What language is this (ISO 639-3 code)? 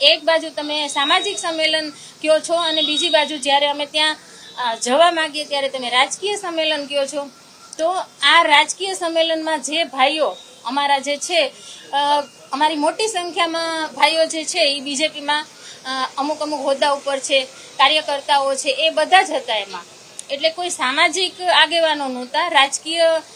guj